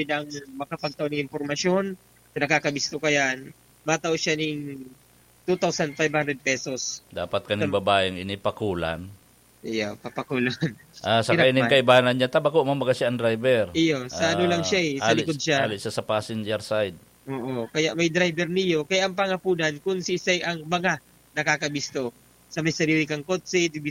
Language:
Bikol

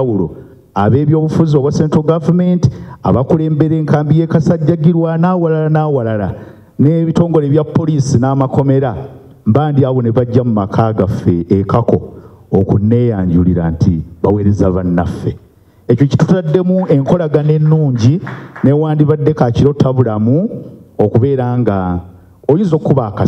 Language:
Ganda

